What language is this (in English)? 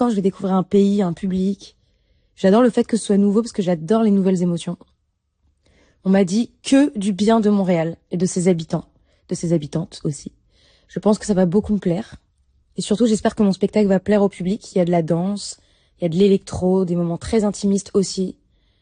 French